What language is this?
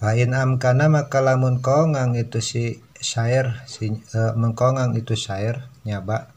Sundanese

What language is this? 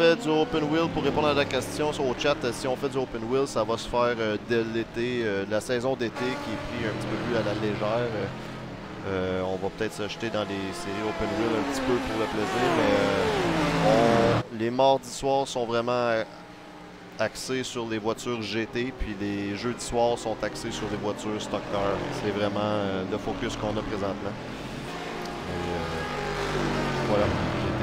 French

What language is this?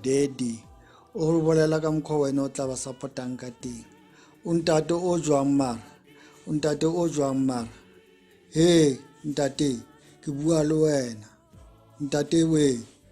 Tswana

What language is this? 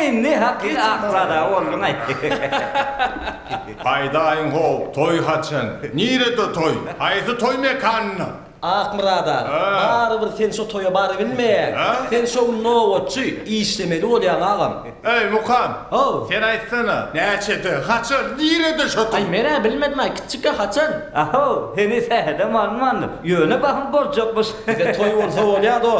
Turkmen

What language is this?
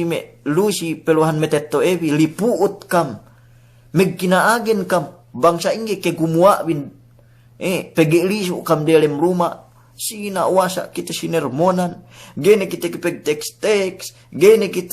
Yakan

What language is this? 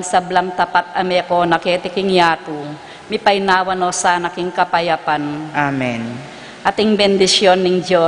Pampanga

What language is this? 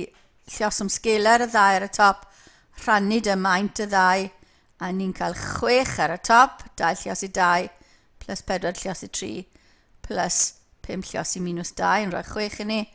Welsh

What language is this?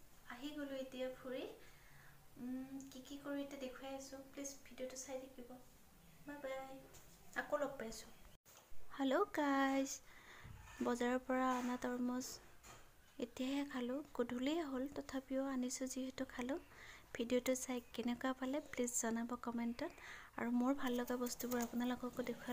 Assamese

